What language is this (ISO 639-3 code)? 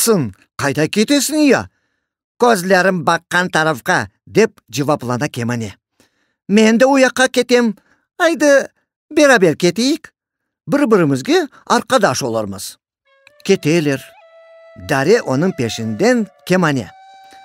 crh